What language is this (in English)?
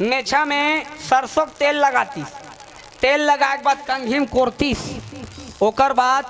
Chhattisgarhi